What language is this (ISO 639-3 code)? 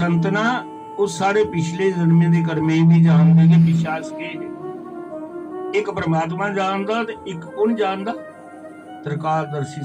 doi